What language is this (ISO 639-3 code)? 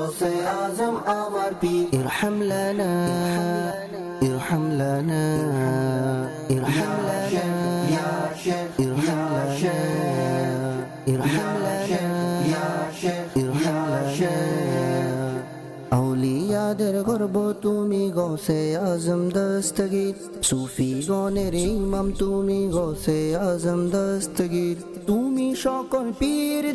ben